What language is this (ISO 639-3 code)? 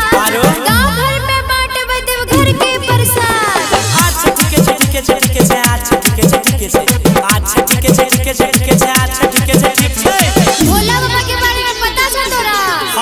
mai